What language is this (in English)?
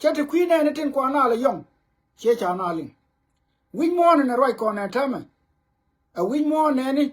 Nuer